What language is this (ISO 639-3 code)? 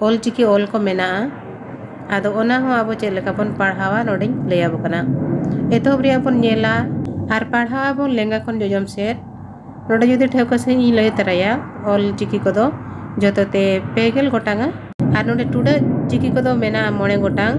sat